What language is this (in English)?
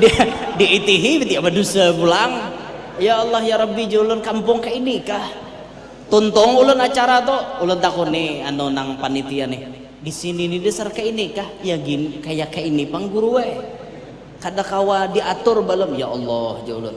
Banjar